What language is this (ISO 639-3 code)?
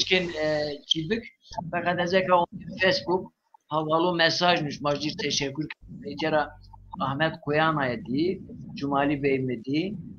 zza